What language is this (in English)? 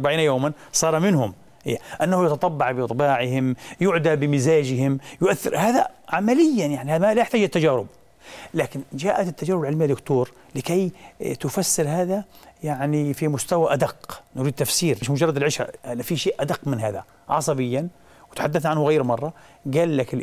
Arabic